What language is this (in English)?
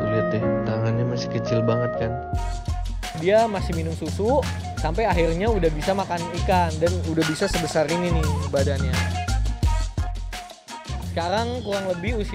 Indonesian